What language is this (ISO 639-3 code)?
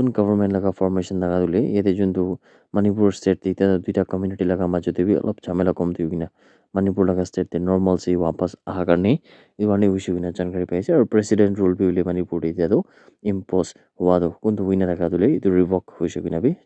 nag